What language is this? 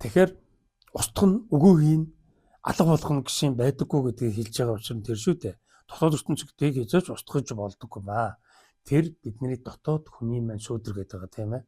Mongolian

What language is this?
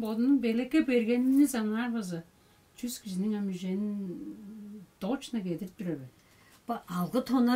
Tuvinian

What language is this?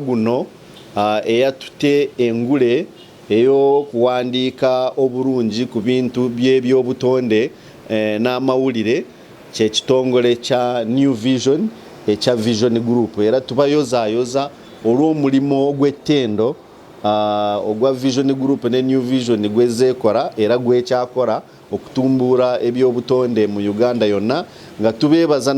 Ganda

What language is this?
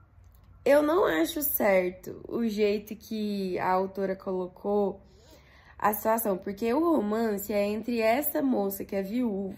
Portuguese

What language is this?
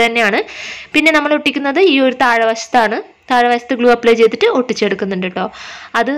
Malayalam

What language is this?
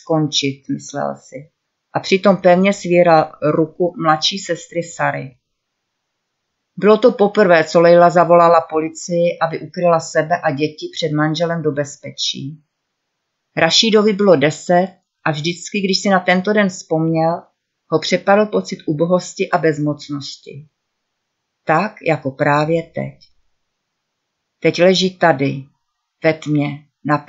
Czech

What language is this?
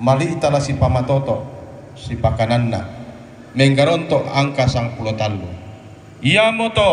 Toraja-Sa'dan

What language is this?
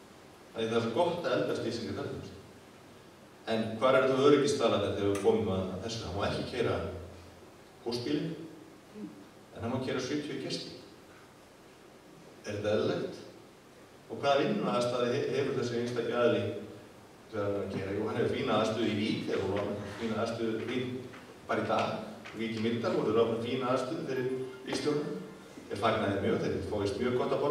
Icelandic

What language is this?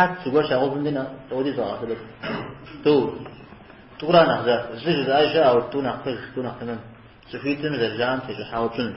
Kabardian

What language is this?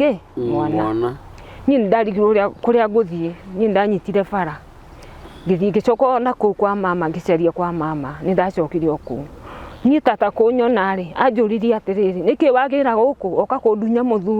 Kikuyu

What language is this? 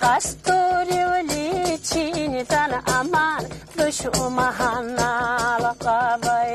Lak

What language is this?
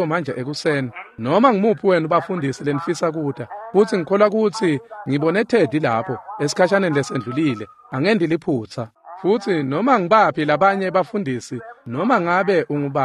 Swati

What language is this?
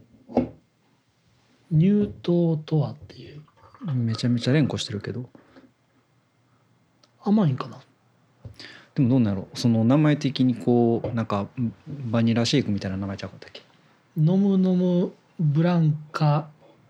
Japanese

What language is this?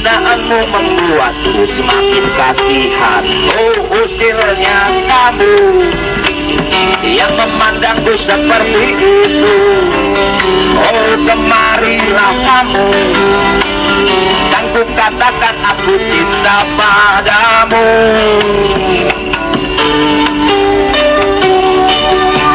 Indonesian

